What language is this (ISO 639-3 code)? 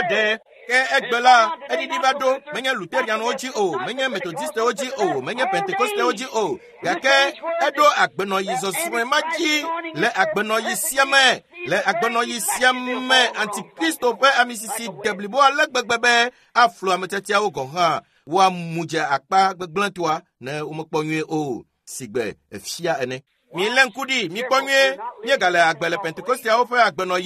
ewe